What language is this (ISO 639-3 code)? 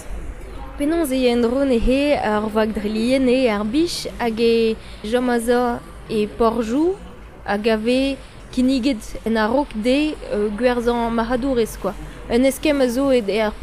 bre